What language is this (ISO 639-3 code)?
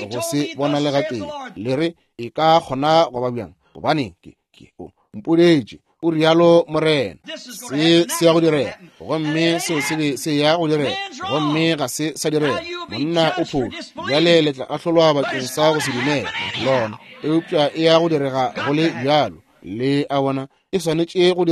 nso